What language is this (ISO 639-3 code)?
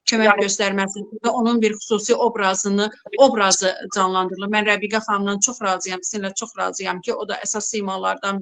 aze